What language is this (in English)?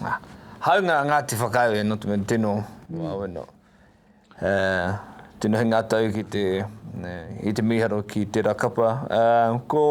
Māori